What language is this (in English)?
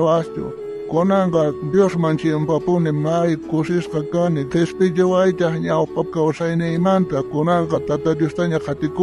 South Bolivian Quechua